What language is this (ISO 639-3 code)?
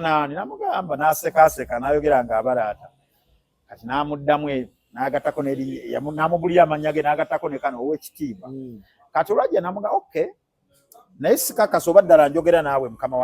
lug